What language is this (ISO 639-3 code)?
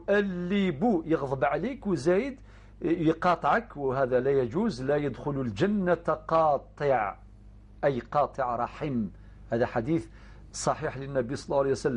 arq